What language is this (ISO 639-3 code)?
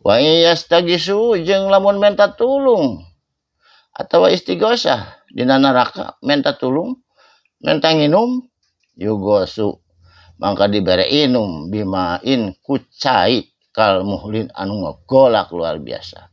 sun